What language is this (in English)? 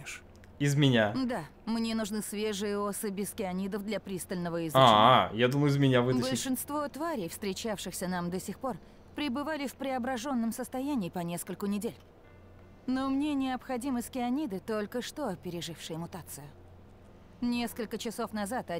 Russian